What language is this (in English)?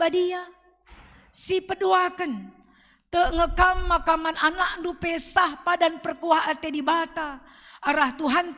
Batak Karo